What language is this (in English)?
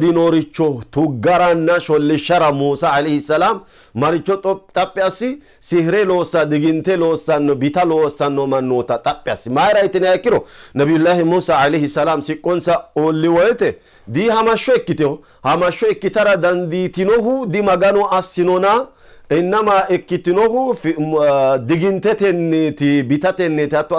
Sidamo